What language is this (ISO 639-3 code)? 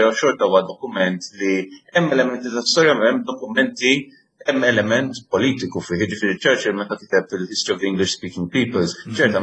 mlt